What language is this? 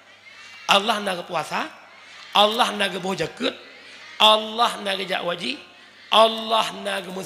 Achinese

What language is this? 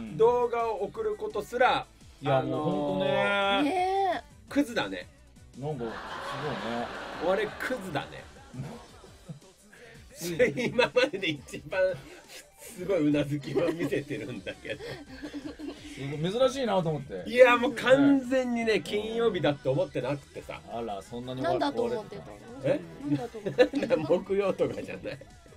Japanese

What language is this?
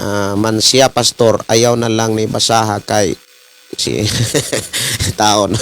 Cebuano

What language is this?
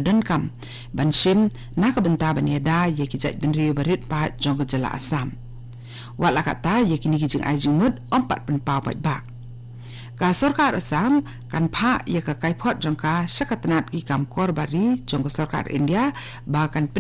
Khasi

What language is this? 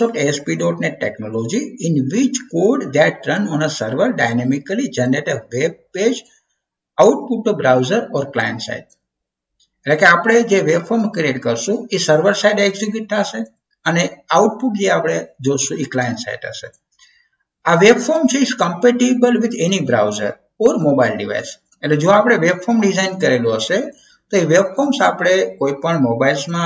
Gujarati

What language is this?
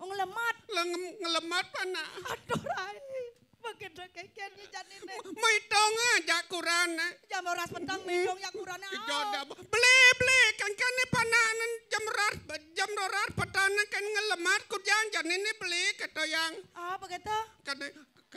Balinese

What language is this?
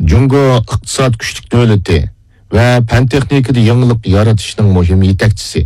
Uyghur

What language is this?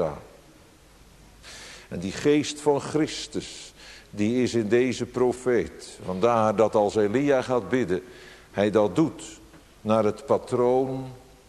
Dutch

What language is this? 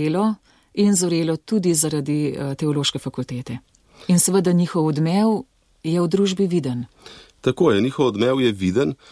Slovenian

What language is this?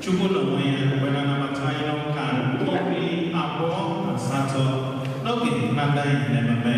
Igbo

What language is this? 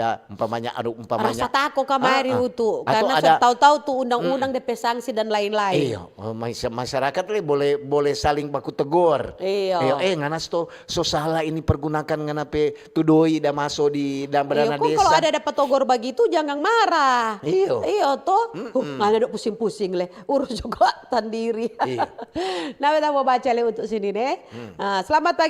Manado Malay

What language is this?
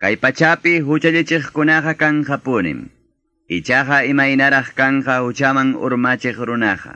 Quechua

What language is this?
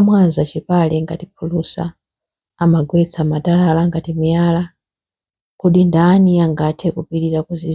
Nyanja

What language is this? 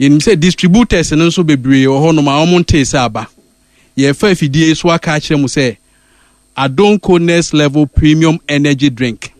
Akan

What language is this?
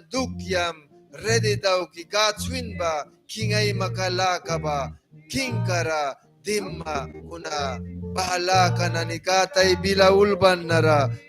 Mískito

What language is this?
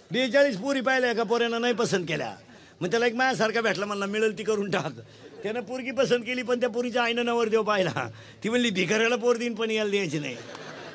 Marathi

